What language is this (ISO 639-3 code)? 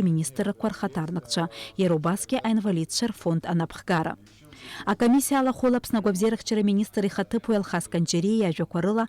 abk